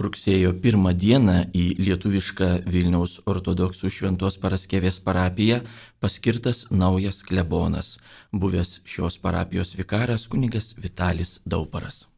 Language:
Lithuanian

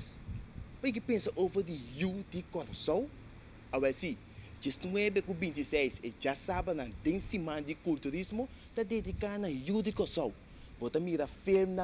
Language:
Papiamento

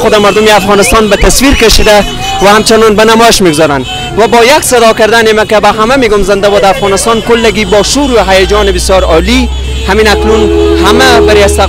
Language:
Persian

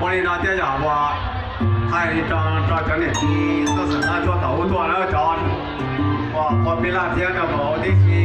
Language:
Hmong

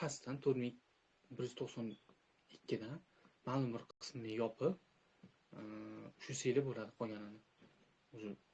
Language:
Uzbek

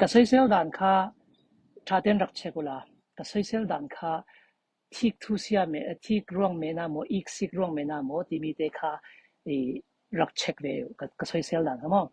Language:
Falam Chin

